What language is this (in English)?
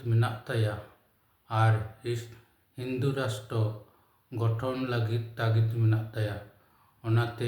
Santali